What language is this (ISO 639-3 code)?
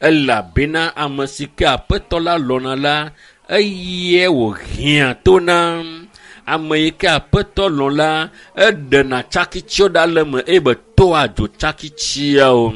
ewe